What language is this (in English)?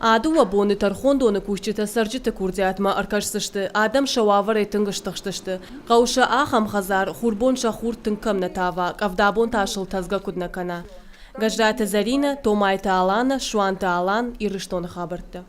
Ossetic